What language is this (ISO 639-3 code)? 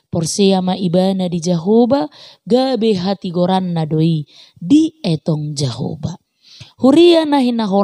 bbc